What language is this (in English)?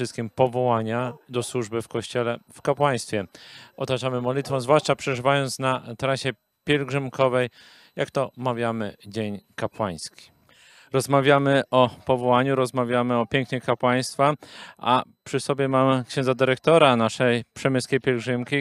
Polish